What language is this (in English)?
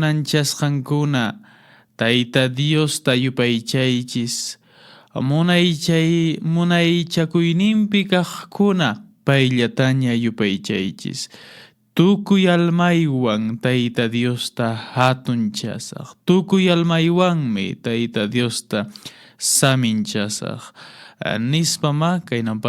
Quechua